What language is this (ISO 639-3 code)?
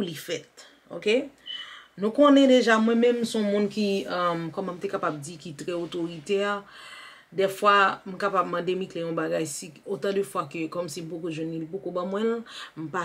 hat